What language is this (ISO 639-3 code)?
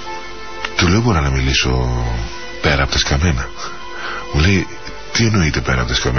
ell